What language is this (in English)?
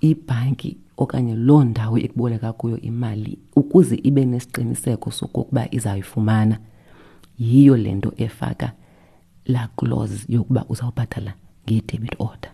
Xhosa